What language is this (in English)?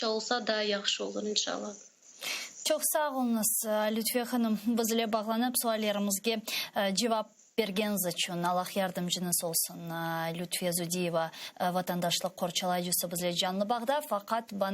Crimean Tatar